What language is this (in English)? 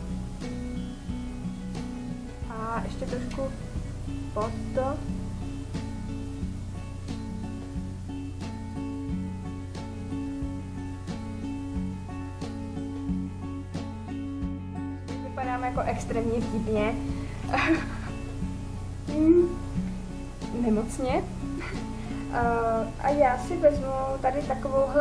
Czech